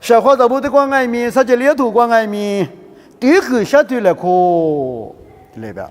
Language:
Lisu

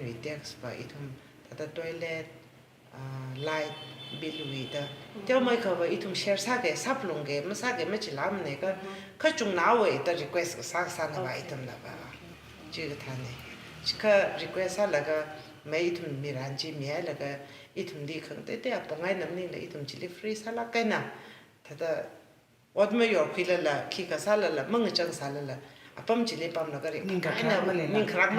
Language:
Tangkhul Naga (India)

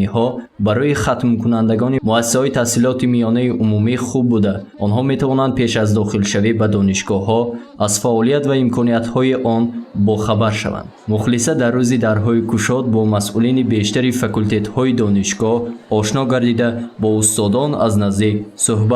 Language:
Tajik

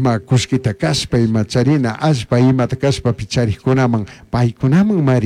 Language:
Chimborazo Highland Quichua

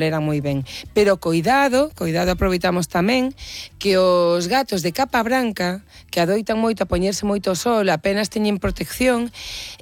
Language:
Galician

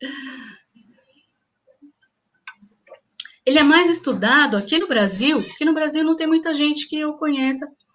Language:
Portuguese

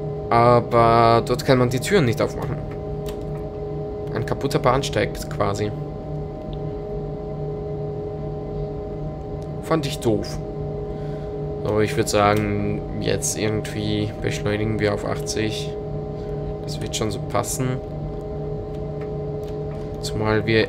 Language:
German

